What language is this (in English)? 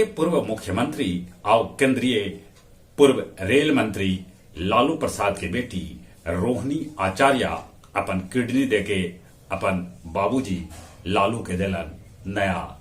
Magahi